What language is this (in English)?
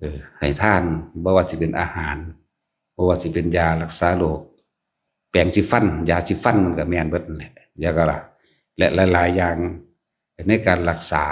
Northeastern Thai